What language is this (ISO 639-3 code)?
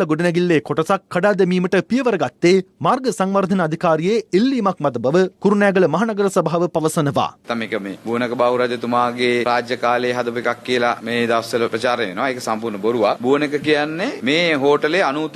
sin